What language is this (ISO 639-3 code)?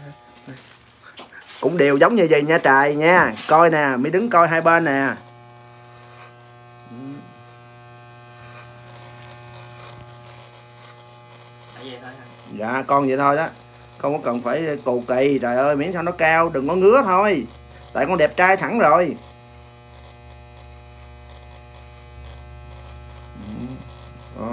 vie